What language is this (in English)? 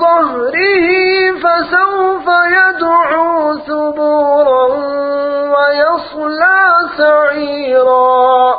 Gujari